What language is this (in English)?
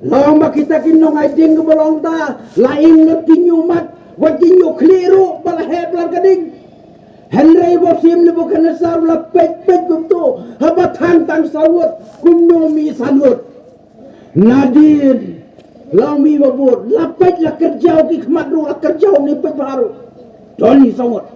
Khasi